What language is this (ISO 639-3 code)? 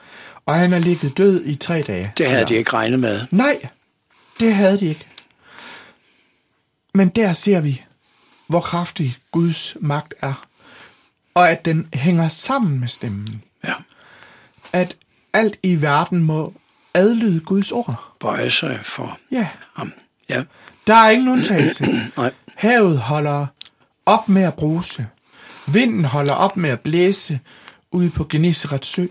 dan